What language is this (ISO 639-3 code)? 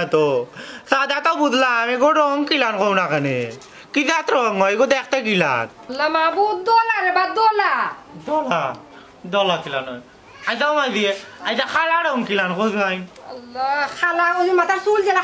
syl